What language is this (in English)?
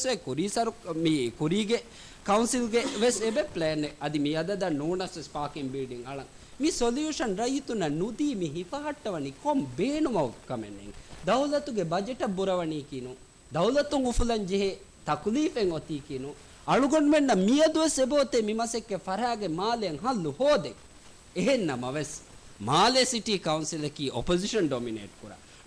Divehi